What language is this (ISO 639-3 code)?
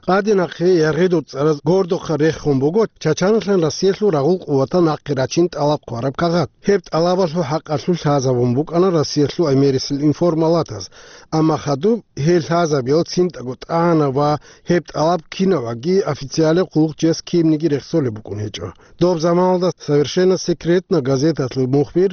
ava